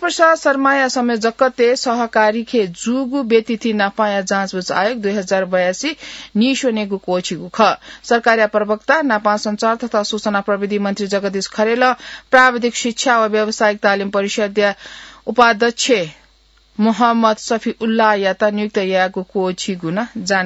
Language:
Newari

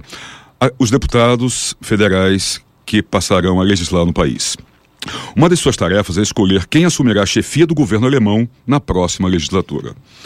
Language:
Portuguese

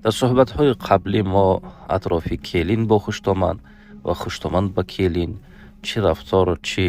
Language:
Tajik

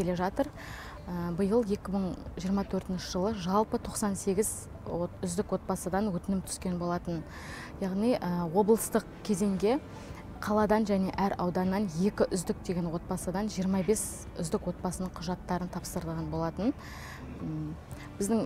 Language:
Kazakh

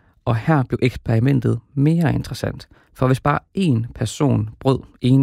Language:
Danish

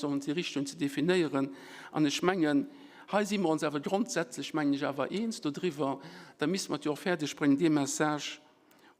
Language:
Luxembourgish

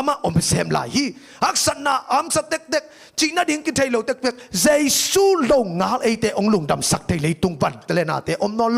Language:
Tedim Chin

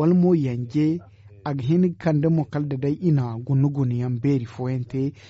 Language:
Zarma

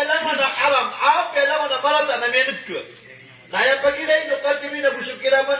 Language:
Maranao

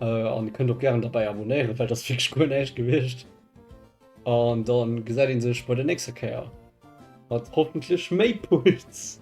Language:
Luxembourgish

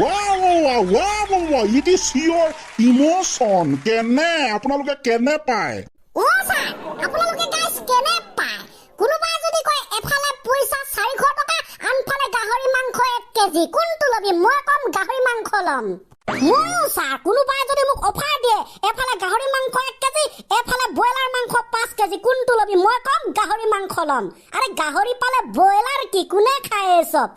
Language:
Assamese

